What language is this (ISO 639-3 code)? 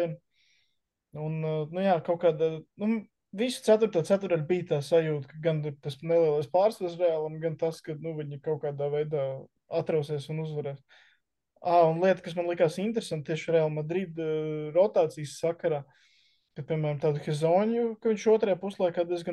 lav